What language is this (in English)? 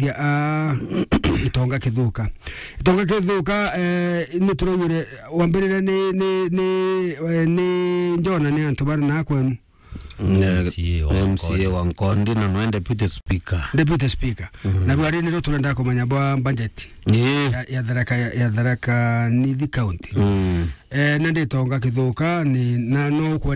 Meru